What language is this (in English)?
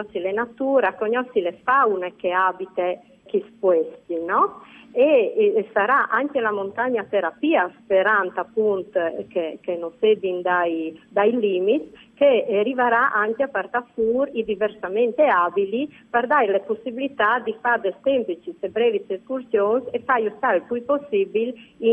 Friulian